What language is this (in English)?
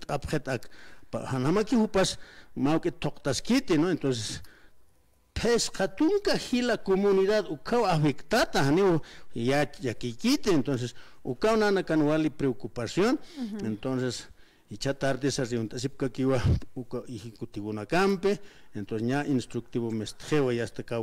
Aymara